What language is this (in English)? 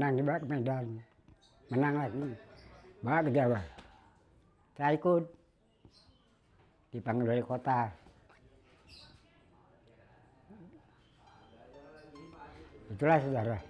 Indonesian